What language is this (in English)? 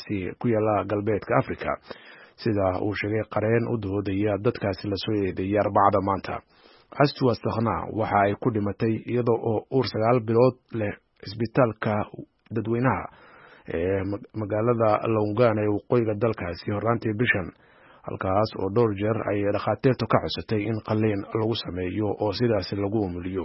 Somali